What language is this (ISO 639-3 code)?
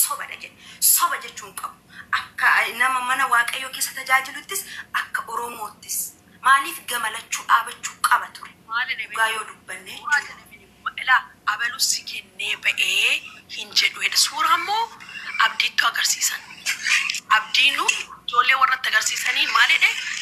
orm